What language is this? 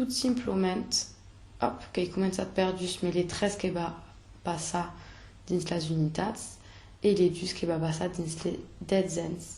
Occitan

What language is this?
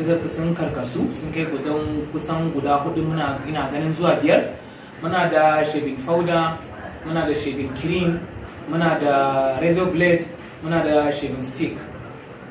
Hausa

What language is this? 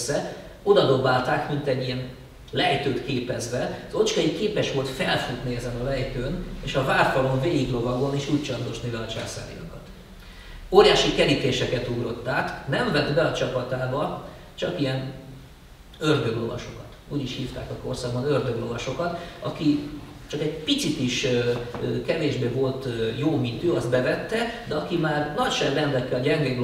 Hungarian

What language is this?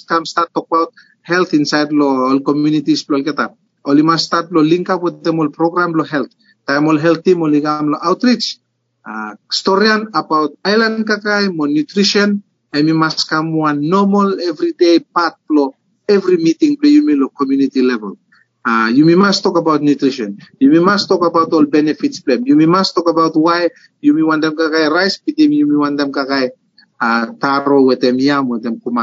Bislama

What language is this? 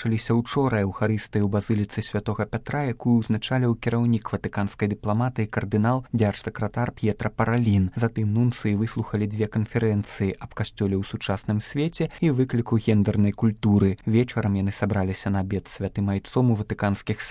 Belarusian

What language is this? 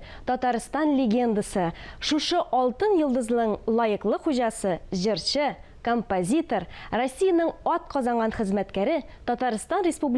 Tatar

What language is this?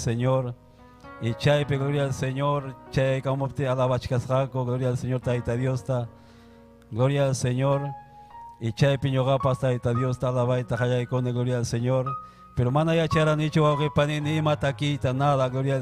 Ayacucho Quechua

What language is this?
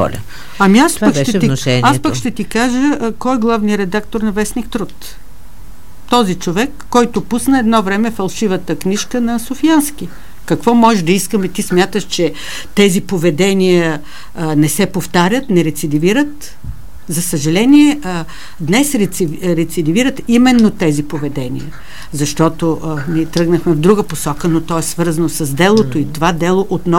Bulgarian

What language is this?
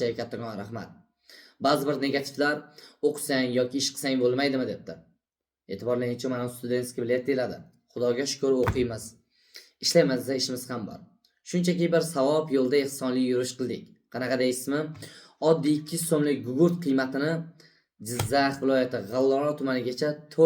Uzbek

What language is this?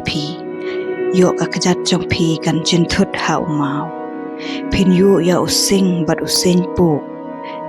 Khasi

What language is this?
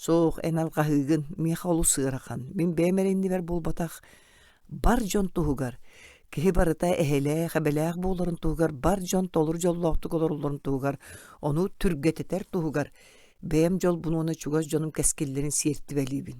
Yakut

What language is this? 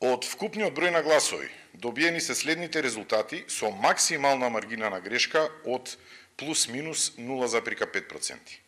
Macedonian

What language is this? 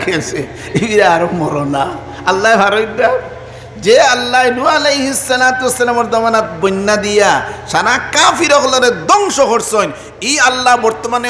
Sylheti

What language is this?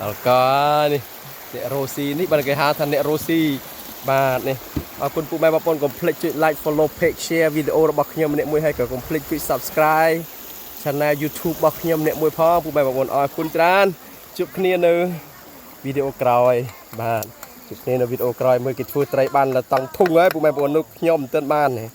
Khmer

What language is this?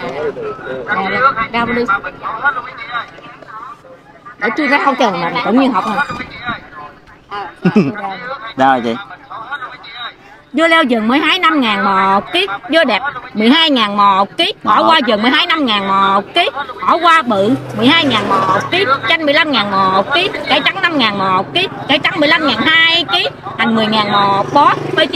Vietnamese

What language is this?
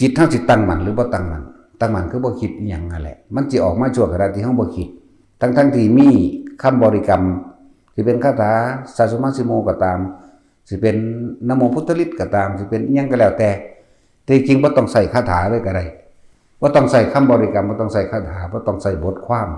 Northeastern Thai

